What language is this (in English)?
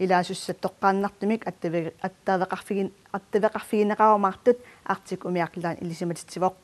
Kalaallisut